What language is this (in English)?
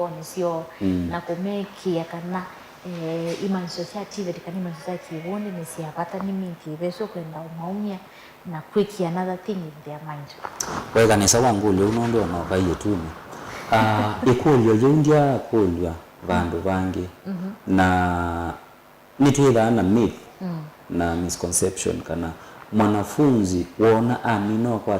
Kamba